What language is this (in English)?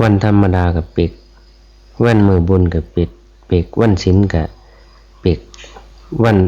Northeastern Thai